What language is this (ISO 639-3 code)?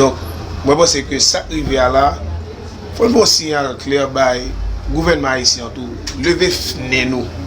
hat